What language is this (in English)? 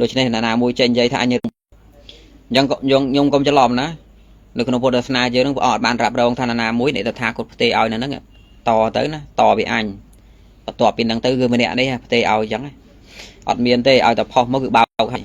Khmer